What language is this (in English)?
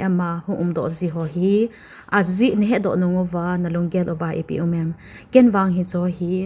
Thado Chin